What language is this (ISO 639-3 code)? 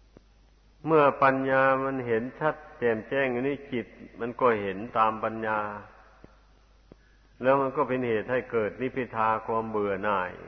tha